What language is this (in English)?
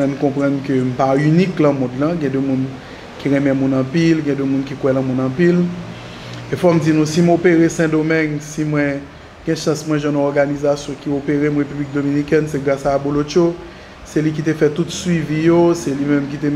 Haitian Creole